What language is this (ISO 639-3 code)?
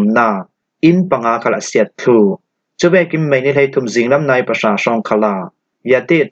cfm